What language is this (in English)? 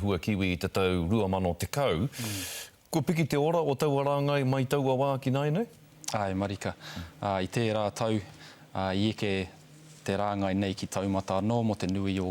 Māori